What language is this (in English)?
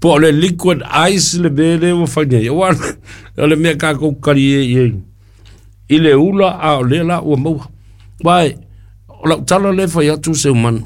Samoan